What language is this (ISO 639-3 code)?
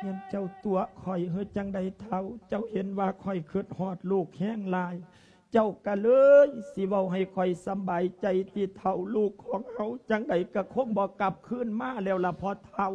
lao